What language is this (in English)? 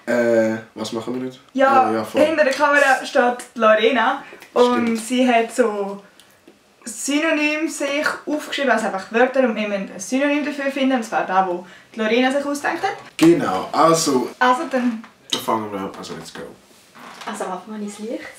Swiss German